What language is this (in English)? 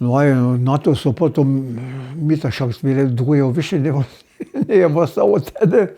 Upper Sorbian